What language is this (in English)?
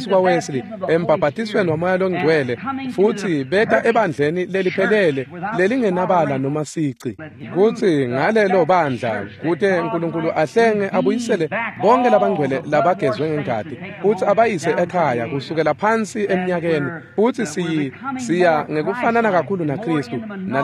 Swati